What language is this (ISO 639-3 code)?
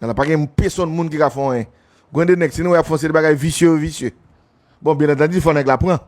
hat